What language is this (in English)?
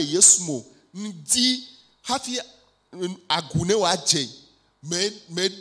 Ewe